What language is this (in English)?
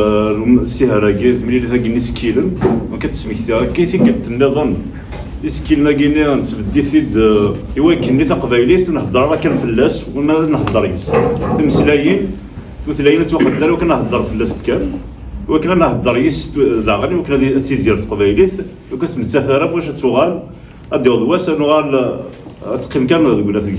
Kabyle